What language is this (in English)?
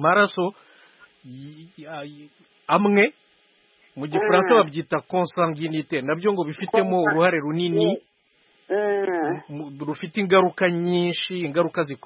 Kinyarwanda